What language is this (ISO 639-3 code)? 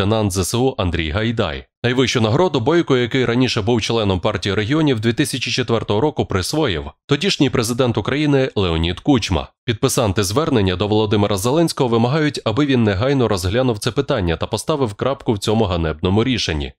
ukr